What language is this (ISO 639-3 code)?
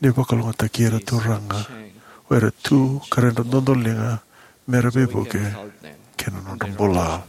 fij